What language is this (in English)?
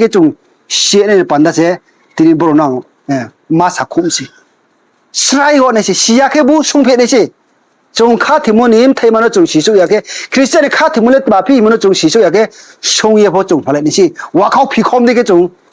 Riang (India)